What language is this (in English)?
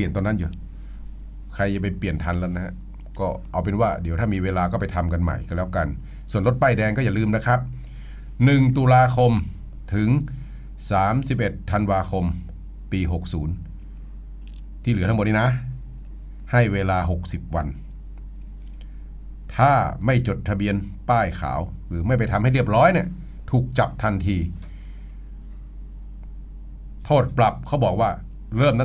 Thai